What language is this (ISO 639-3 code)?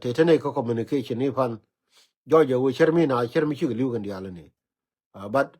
nus